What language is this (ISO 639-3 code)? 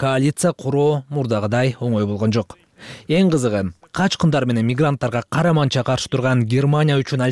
kir